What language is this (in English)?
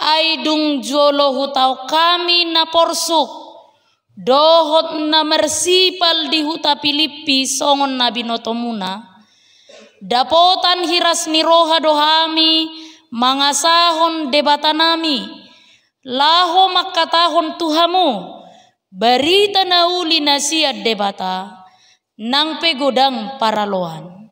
Batak Toba